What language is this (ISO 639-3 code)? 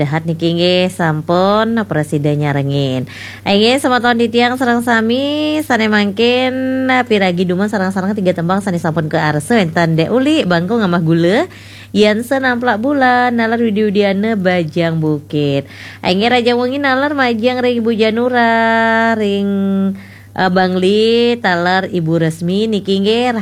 ban